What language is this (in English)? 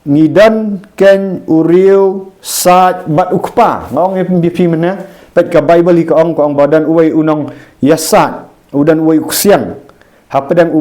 Khasi